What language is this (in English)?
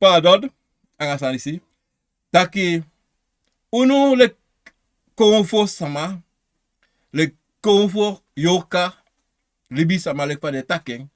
Sranan Tongo